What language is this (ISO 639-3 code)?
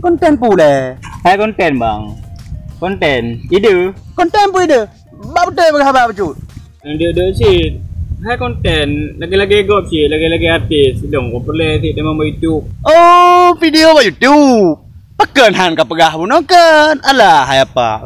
ace